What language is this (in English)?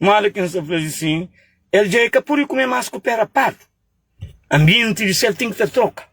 Kabuverdianu